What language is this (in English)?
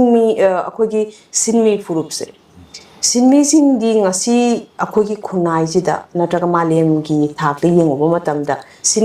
Manipuri